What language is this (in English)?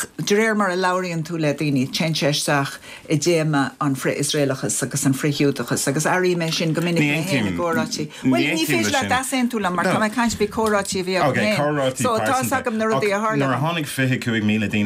Irish